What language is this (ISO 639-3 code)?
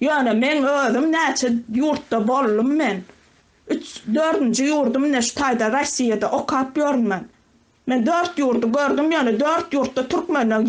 tuk